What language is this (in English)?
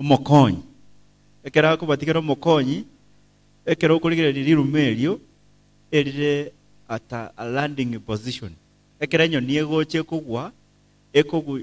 Gusii